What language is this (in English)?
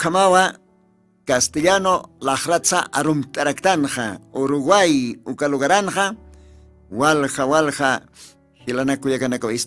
Aymara